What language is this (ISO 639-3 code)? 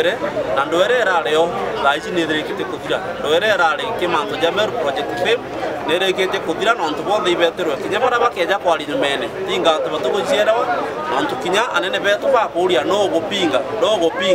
mer